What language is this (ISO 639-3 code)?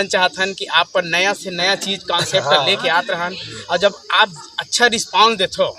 hne